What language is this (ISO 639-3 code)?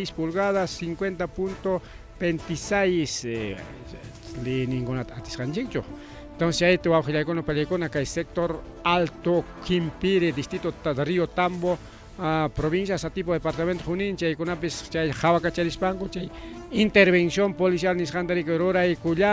quy